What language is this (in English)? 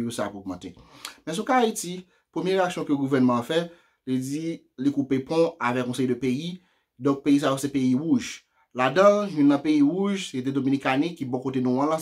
Haitian Creole